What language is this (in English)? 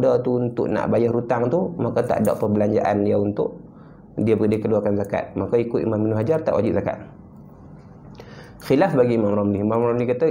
Malay